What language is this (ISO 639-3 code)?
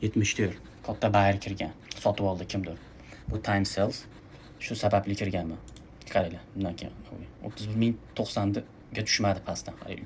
uzb